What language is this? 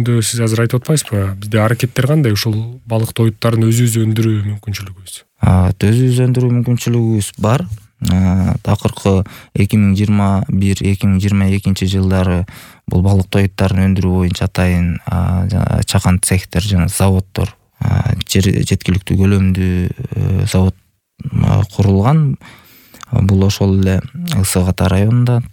Kyrgyz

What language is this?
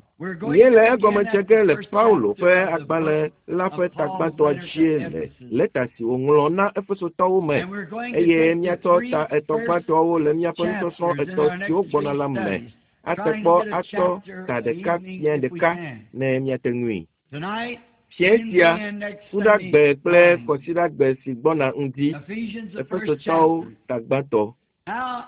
Ewe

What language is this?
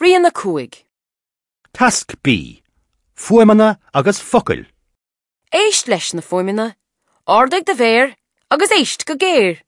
Irish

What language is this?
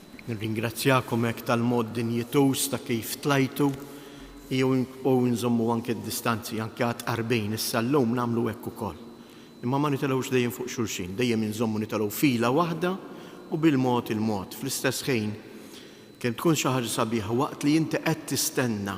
Maltese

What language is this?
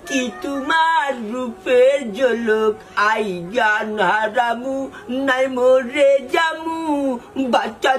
Sylheti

